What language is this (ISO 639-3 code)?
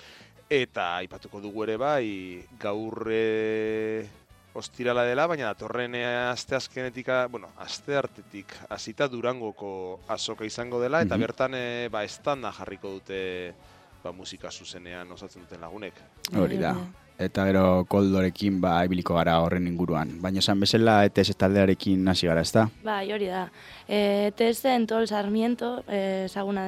eus